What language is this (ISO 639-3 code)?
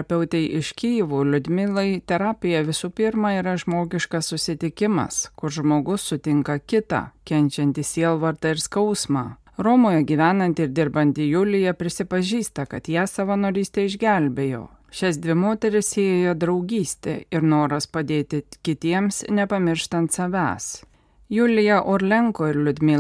lit